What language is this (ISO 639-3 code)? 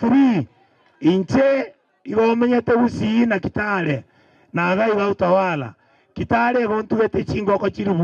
guz